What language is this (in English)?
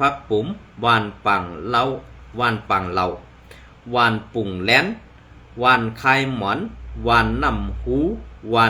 Shan